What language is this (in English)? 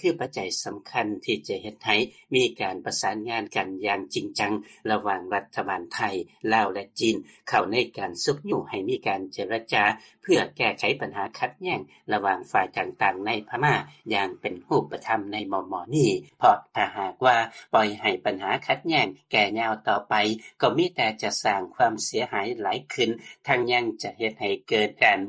Lao